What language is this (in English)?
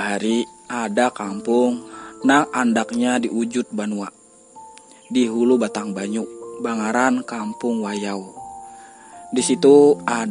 Banjar